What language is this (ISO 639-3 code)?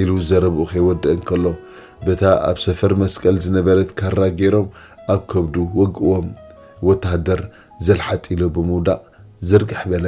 tir